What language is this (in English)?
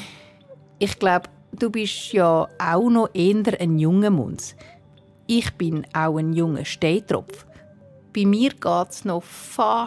Swiss German